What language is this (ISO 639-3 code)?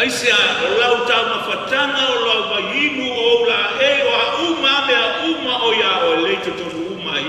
smo